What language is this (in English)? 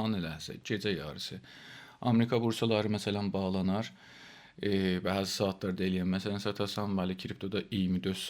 South Azerbaijani